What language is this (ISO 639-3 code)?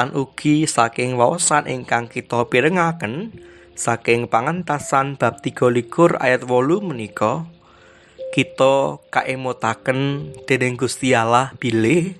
jav